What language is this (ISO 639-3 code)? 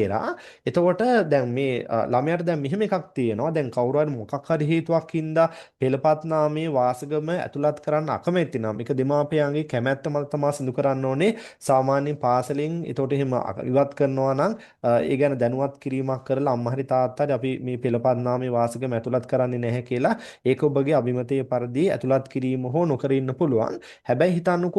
sin